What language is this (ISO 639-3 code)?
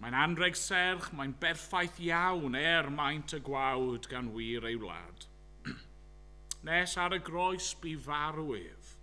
cym